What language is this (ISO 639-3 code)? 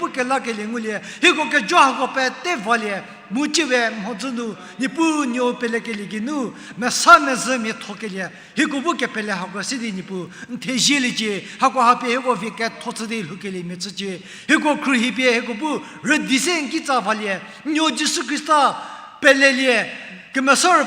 njm